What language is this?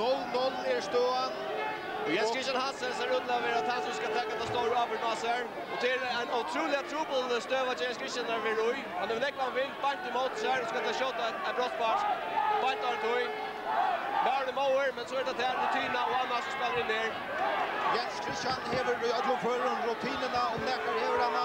Faroese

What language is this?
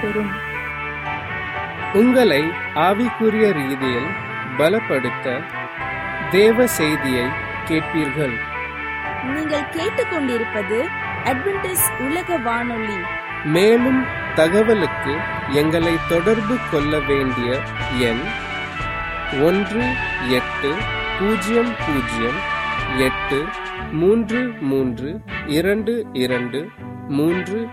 Tamil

